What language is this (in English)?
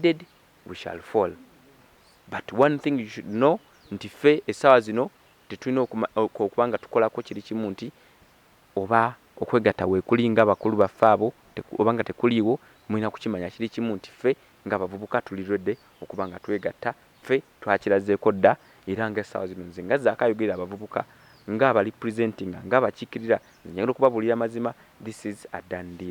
Ganda